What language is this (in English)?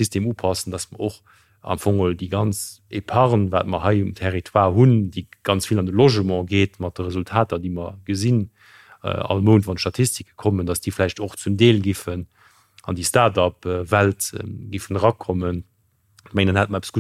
Luxembourgish